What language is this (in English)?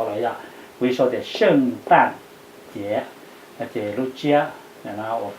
Hmong